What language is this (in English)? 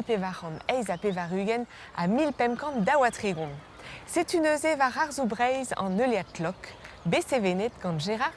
Breton